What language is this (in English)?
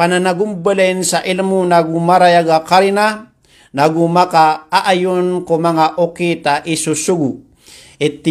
Maranao